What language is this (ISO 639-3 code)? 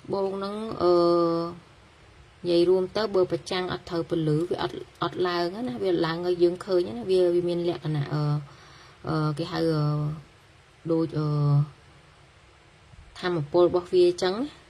khm